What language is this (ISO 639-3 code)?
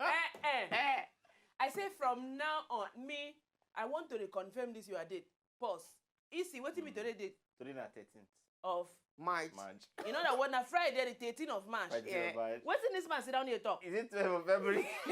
pcm